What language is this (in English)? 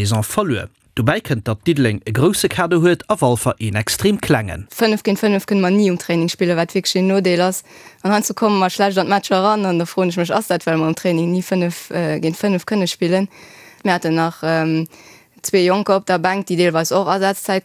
Luxembourgish